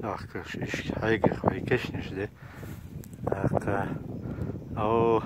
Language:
Chechen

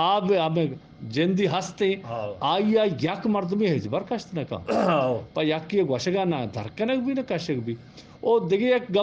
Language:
Eastern Balochi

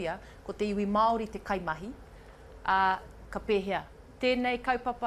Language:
Māori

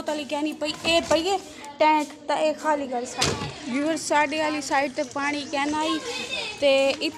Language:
Saraiki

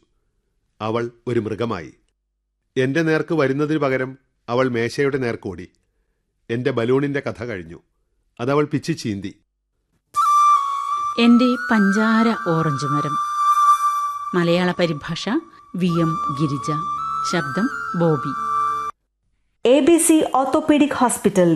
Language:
Malayalam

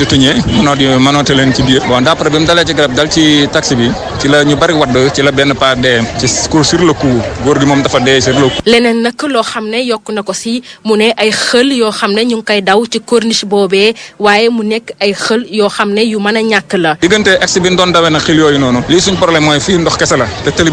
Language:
Wolof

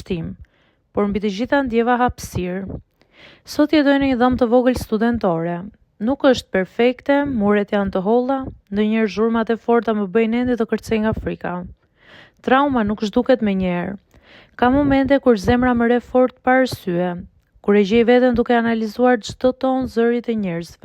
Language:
Albanian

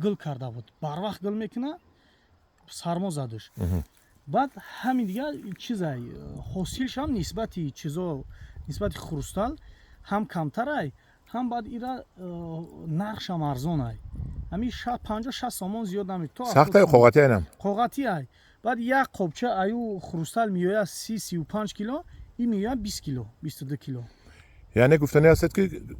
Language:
Tajik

